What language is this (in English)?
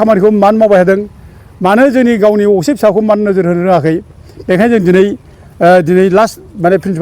Bodo